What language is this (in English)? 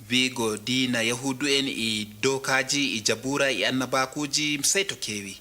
Adamawa Fulfulde